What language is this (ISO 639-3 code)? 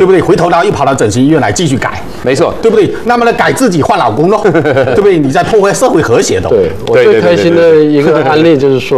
zho